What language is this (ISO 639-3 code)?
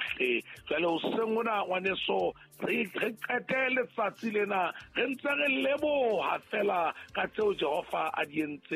sot